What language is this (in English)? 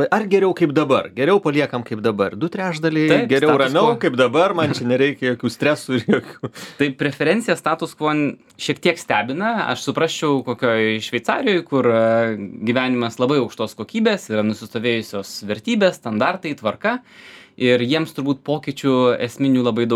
Lithuanian